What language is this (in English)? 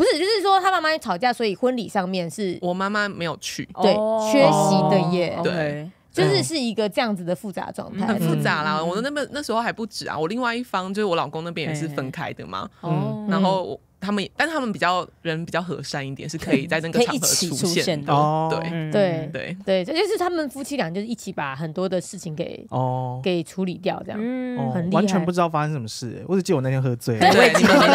Chinese